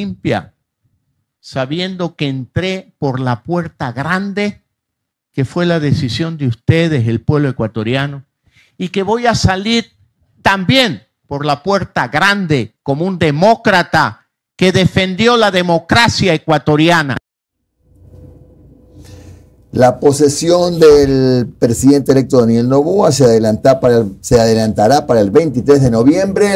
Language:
Spanish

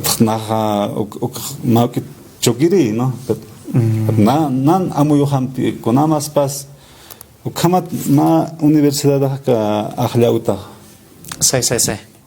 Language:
Aymara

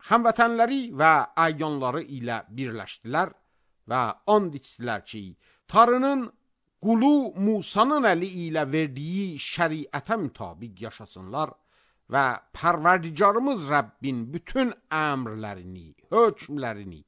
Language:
Azerbaijani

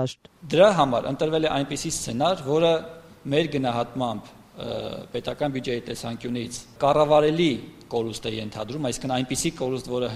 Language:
Armenian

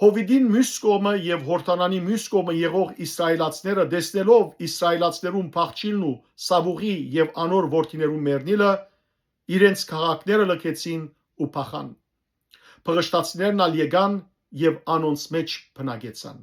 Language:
Western Armenian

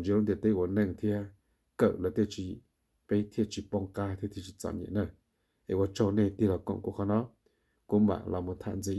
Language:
Hmong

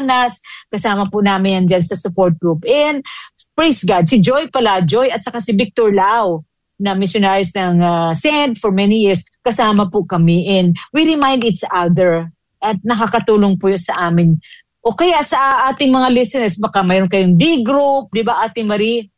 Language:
Filipino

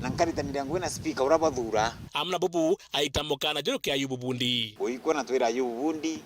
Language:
Meru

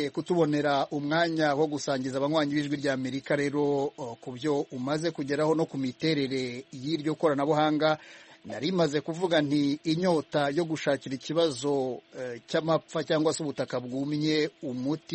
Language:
Kinyarwanda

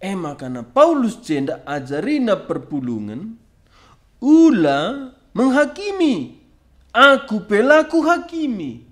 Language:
Batak Karo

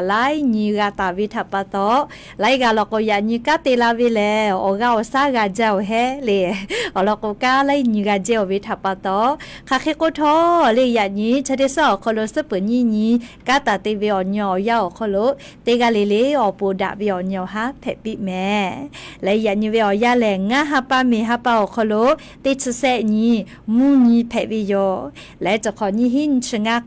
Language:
Lahu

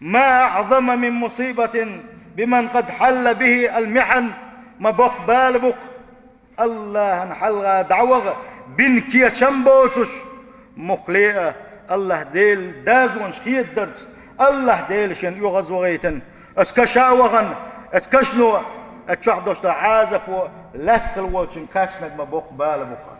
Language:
Chechen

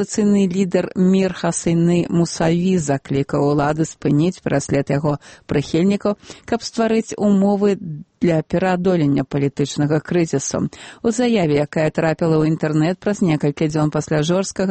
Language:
Belarusian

